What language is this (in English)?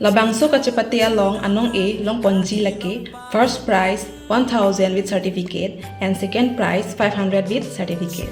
Karbi